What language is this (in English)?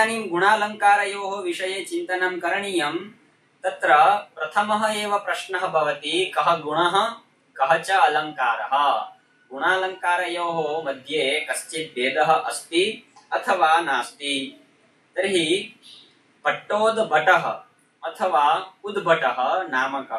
Sanskrit